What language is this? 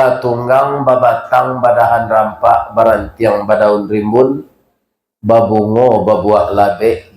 Minangkabau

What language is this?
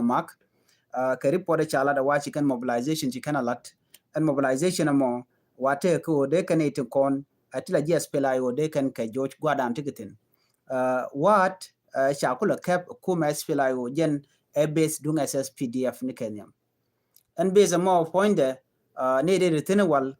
Nuer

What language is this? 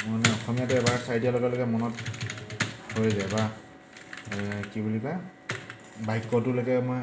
Assamese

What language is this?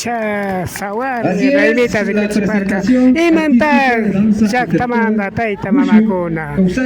Imbabura Highland Quichua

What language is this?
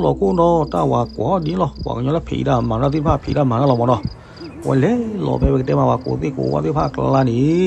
S'gaw Karen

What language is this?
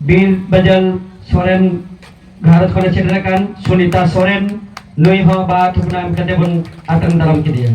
Santali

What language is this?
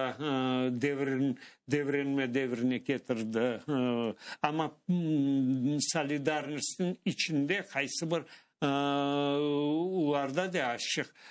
Crimean Tatar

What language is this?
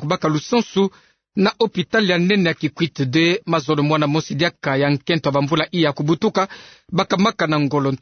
Kituba (Democratic Republic of Congo)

